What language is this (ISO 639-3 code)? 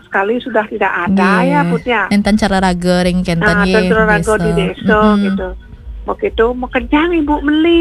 ban